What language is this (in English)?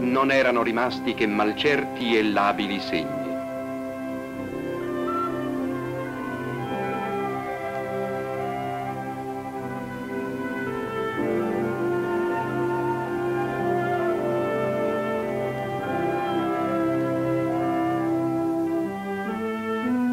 Italian